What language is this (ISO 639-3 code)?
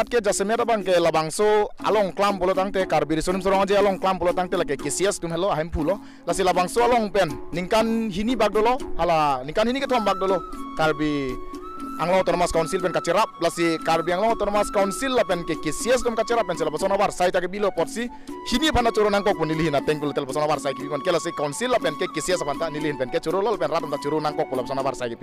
mjw